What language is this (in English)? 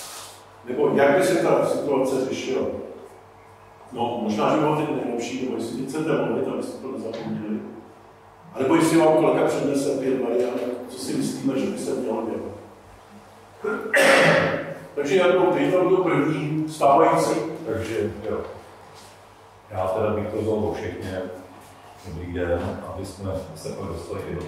Czech